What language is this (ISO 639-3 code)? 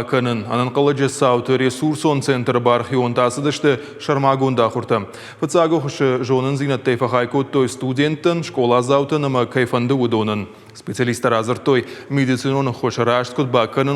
oss